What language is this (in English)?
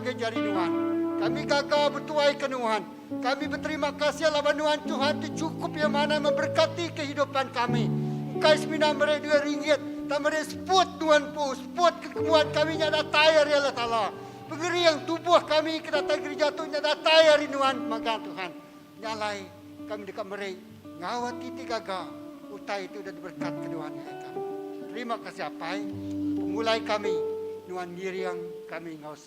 Iban